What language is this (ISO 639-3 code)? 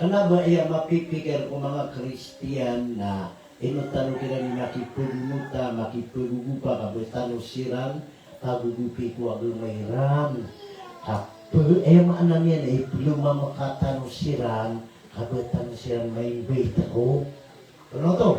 mrw